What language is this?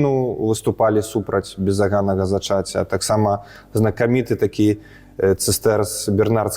Belarusian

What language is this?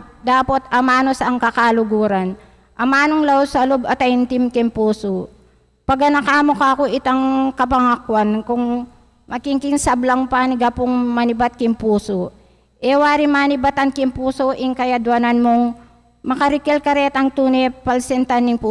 Pampanga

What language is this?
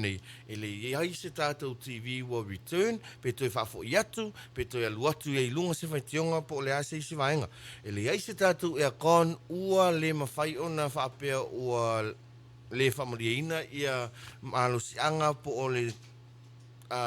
Samoan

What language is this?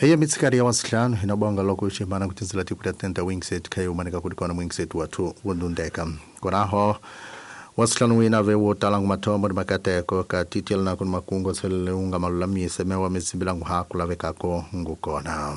Tsonga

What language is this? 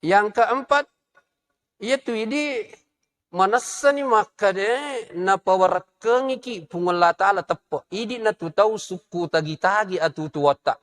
Buginese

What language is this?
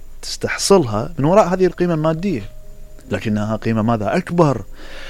Mesopotamian Arabic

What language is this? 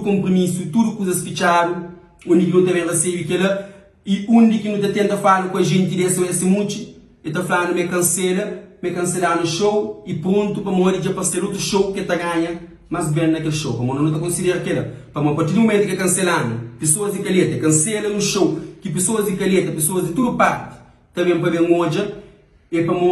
Kabuverdianu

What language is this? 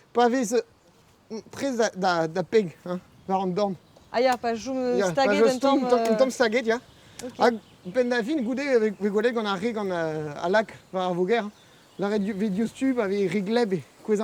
Breton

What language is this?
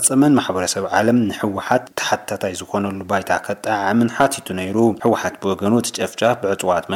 Tigrinya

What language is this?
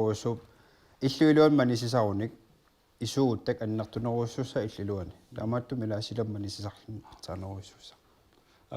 Kalaallisut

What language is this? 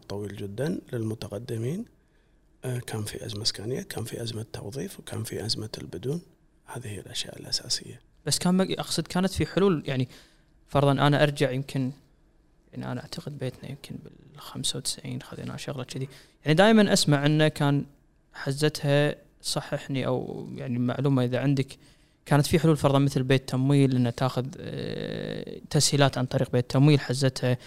Gulf Arabic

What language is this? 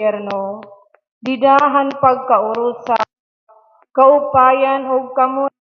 Waray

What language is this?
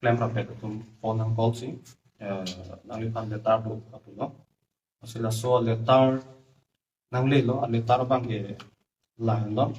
Karbi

